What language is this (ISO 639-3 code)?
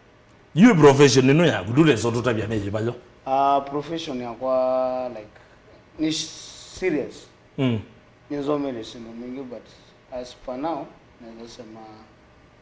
kam